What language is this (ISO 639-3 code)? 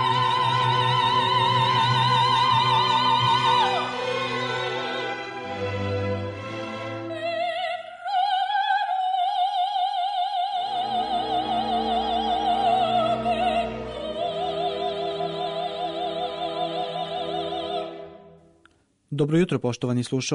srp